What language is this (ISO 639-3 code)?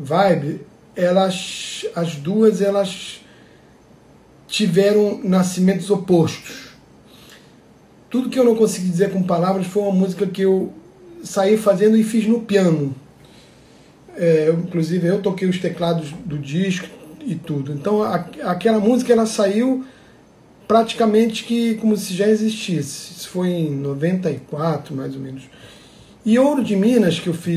por